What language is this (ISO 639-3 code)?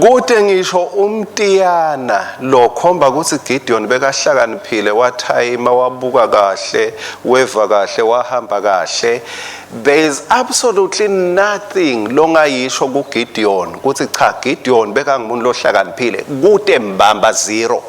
ssw